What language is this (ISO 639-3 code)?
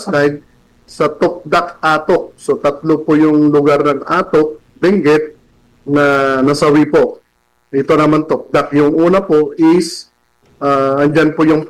fil